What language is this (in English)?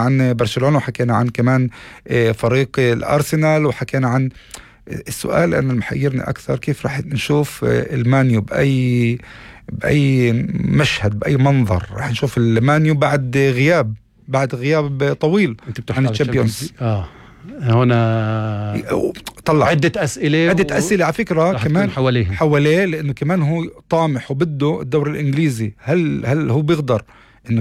North Levantine Arabic